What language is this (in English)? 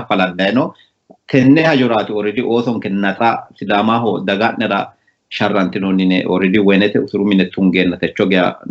Sidamo